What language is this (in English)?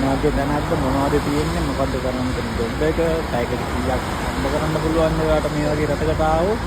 Sinhala